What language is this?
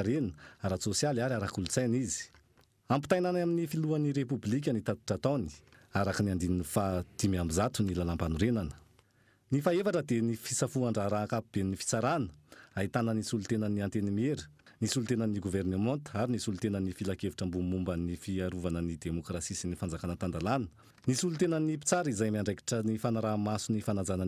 Malagasy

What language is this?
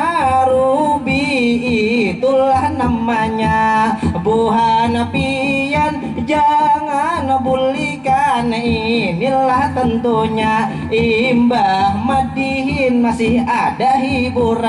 Banjar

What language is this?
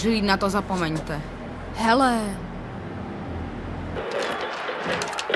Czech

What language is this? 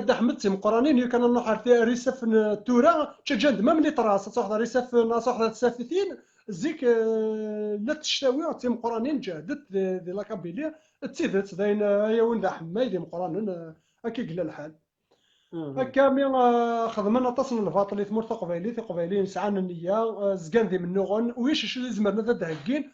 Kabyle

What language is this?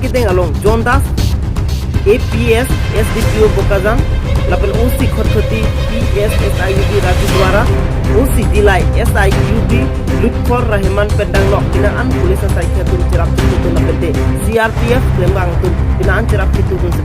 Karbi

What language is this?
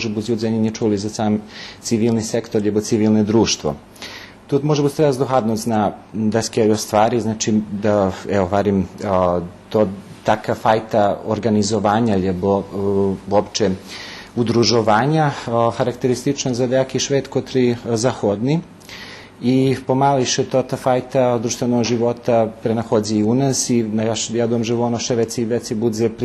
Rusyn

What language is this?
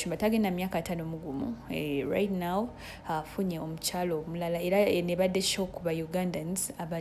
Ganda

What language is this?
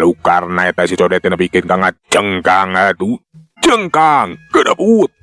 Sundanese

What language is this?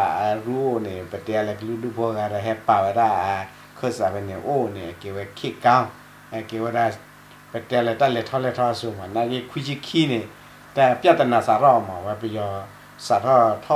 S'gaw Karen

